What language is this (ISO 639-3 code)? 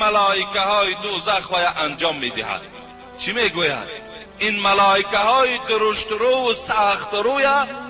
tgk